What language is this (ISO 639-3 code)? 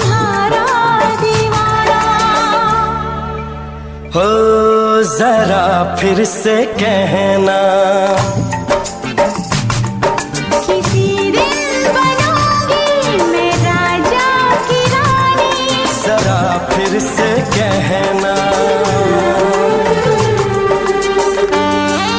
hin